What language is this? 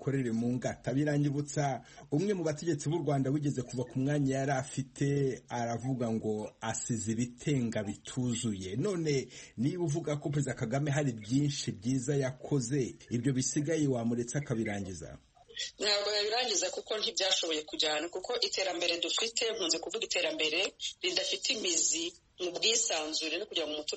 Kinyarwanda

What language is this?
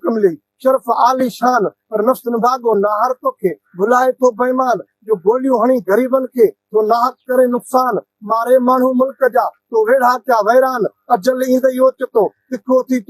Sindhi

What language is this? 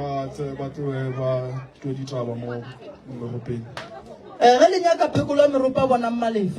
Northern Sotho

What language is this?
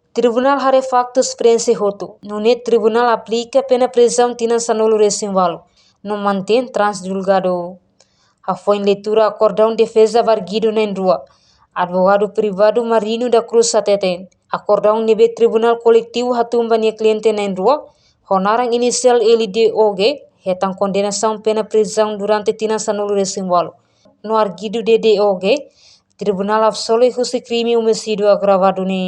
Tetum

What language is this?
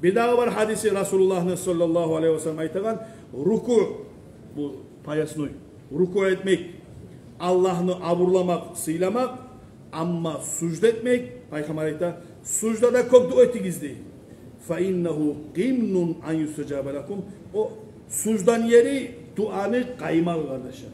Kumyk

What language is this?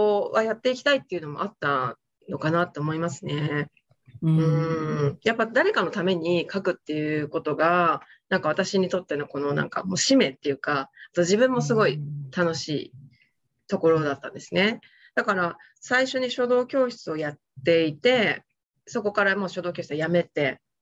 Japanese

